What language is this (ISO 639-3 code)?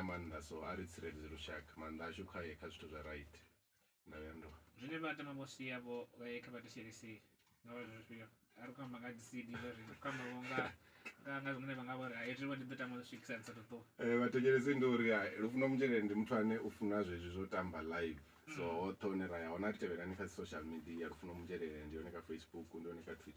ven